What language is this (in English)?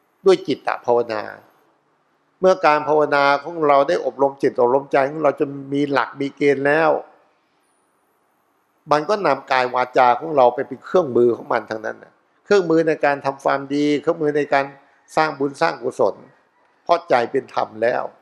Thai